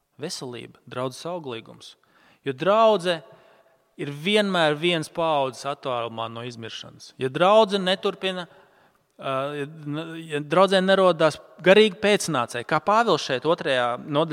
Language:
Latvian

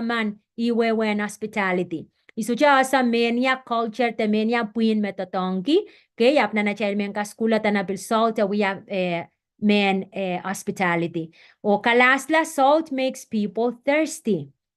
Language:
Pohnpeian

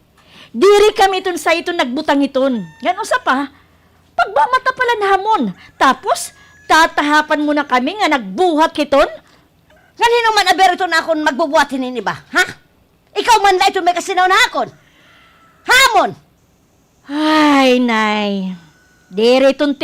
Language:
Waray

